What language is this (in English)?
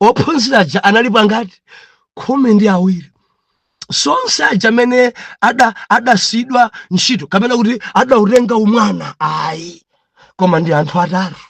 Nyanja